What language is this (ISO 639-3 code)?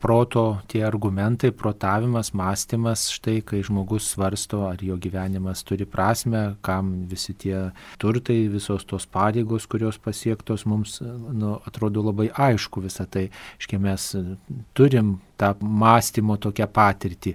lit